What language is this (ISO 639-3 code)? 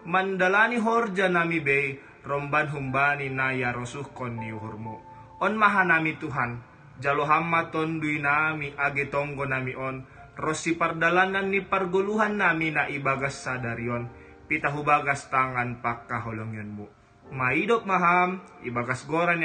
bts